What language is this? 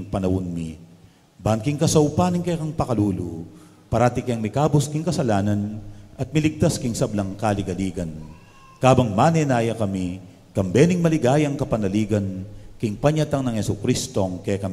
Pampanga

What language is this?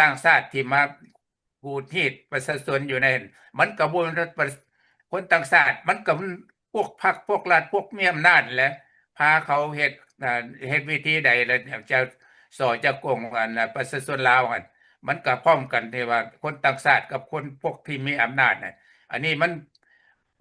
Lao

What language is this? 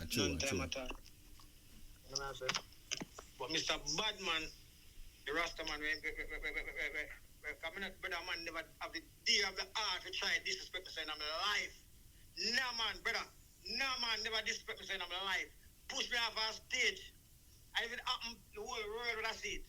Jamaican Creole English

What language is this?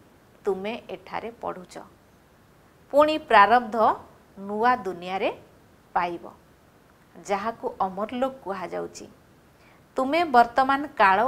Odia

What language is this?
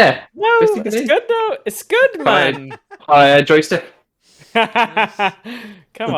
Welsh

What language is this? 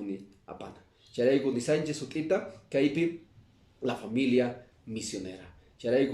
Quechua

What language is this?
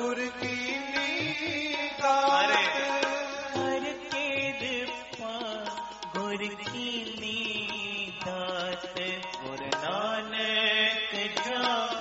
Punjabi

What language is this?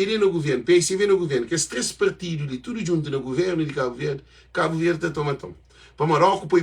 Kabuverdianu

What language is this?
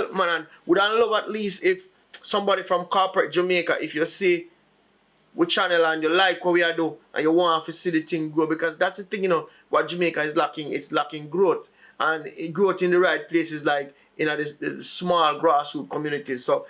Jamaican Creole English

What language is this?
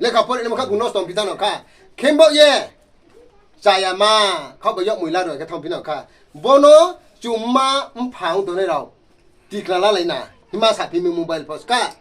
Riang (India)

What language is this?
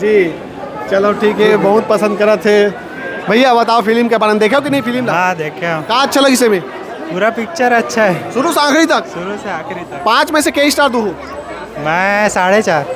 Chhattisgarhi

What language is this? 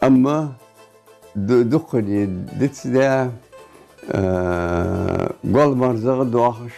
Ingush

